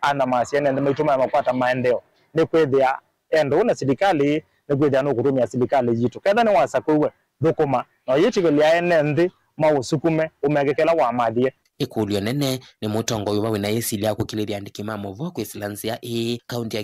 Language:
Kamba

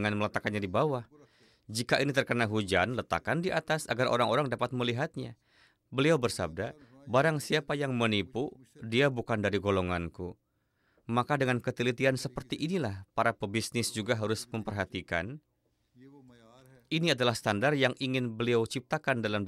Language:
Indonesian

